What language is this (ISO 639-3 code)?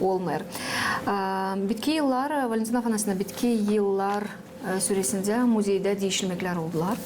gag